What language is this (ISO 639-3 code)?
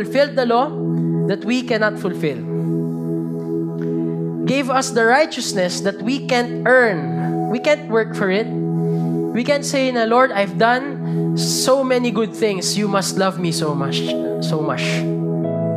fil